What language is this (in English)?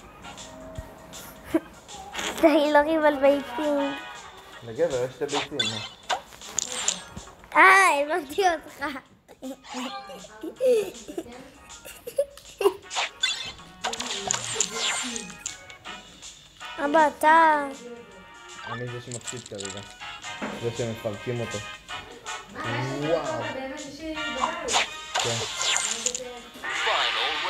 Hebrew